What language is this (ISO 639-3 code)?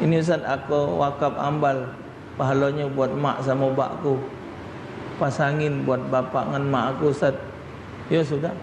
mui